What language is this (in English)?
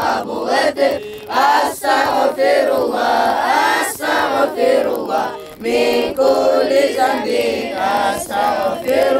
Kumyk